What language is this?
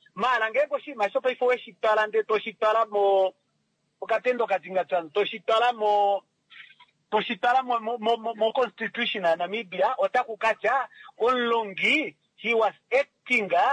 Kuanyama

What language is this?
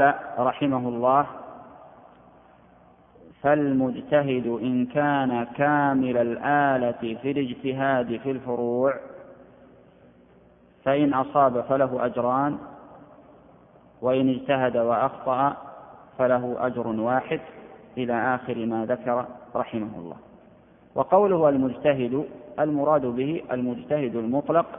Arabic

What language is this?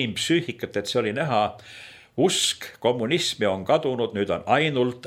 Estonian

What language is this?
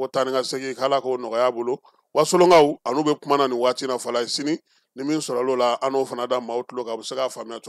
Bambara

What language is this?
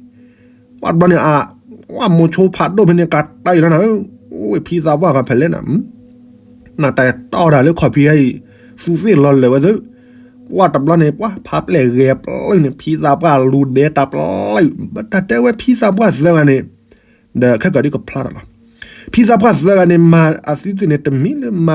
S'gaw Karen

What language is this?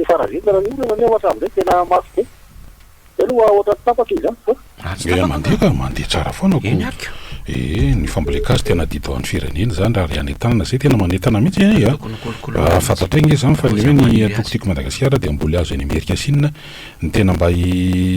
Malagasy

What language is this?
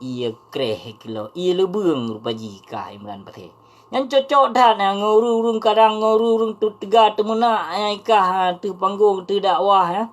Achinese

